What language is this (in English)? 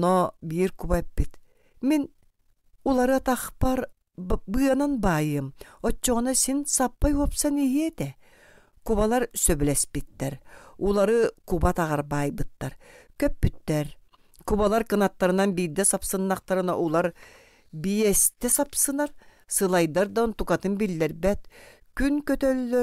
Yakut